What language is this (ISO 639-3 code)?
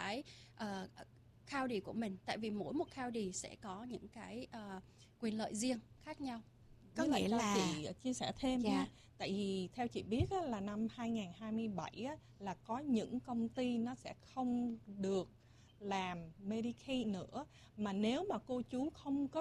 vie